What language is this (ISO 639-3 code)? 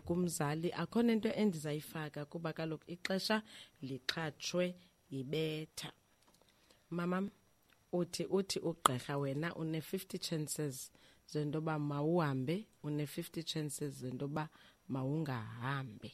xho